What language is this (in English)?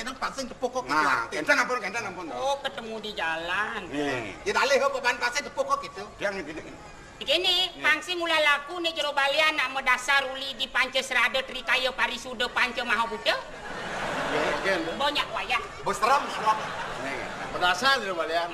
Balinese